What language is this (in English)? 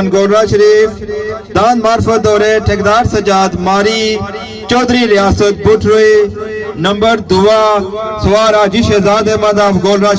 Pahari-Potwari